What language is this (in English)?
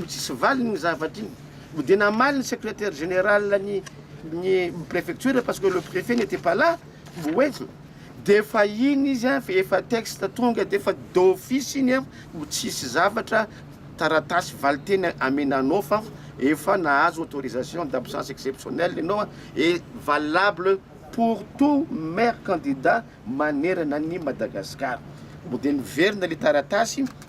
Malagasy